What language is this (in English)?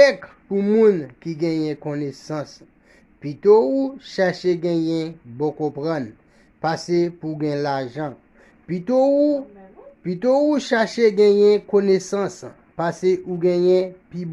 Haitian Creole